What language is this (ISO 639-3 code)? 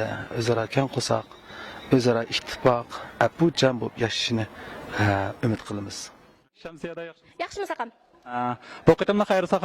uig